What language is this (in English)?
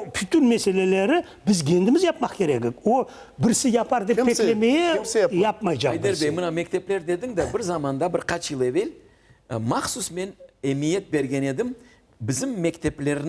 Crimean Tatar